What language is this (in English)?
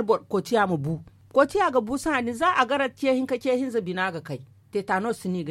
Zarma